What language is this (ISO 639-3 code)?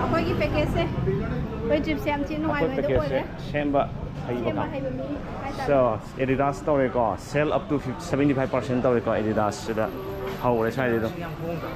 mni